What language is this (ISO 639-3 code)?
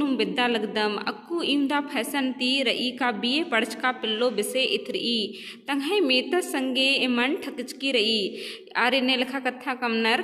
kru